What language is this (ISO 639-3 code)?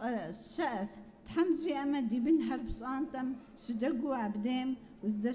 kbd